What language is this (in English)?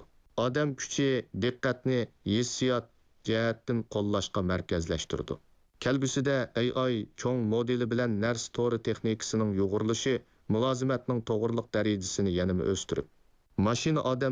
Uyghur